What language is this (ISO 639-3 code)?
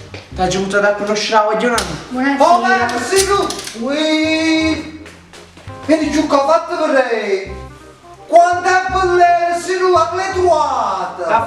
nap